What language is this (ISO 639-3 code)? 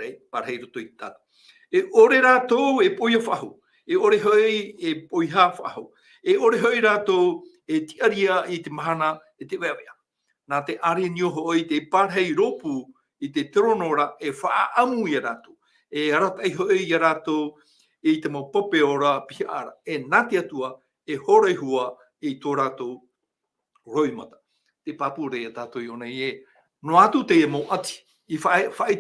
tah